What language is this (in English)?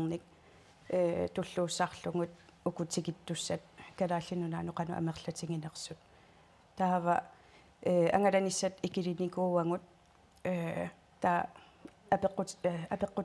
Kalaallisut